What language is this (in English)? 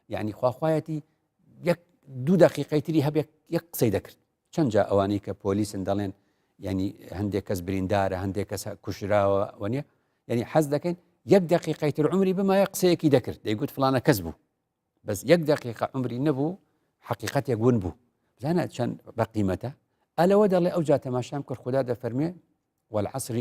Central Kurdish